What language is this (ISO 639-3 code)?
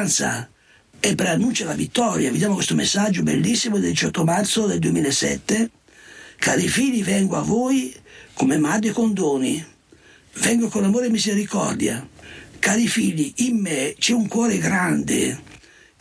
ita